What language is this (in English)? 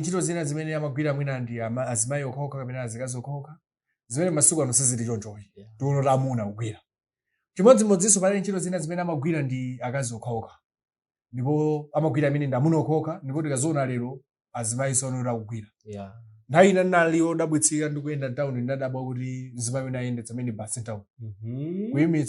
Nyanja